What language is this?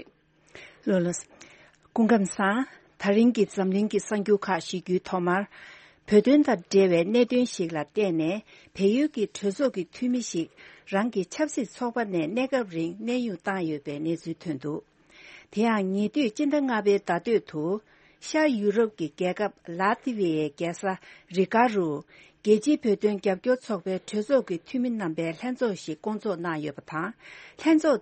Tibetan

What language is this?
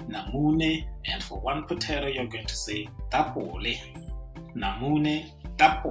Tswana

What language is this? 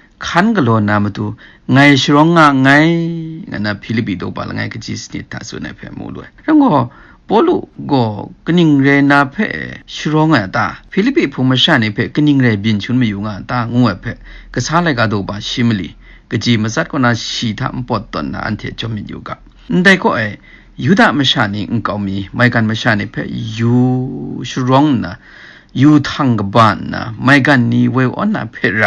Kachin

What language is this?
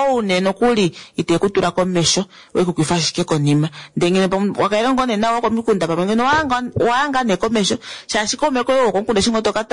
Kuanyama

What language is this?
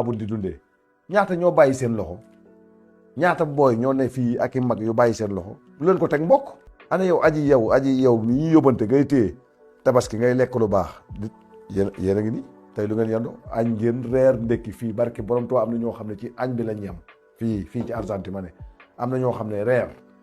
Wolof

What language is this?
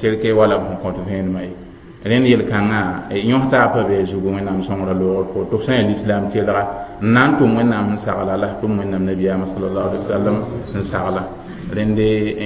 Mossi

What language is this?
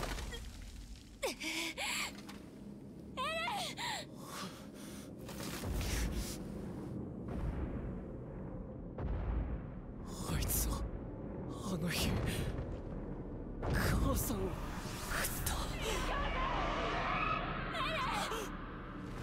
Japanese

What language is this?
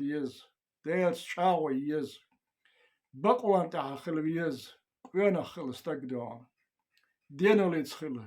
Chechen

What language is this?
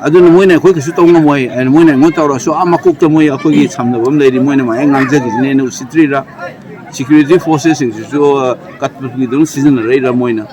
Manipuri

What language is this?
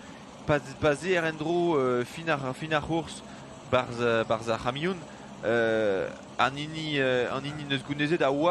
Breton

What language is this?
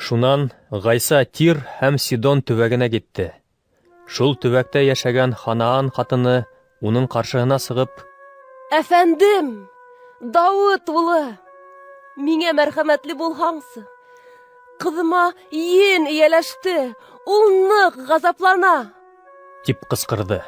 Bashkir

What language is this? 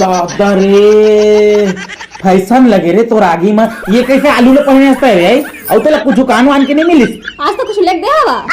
Chhattisgarhi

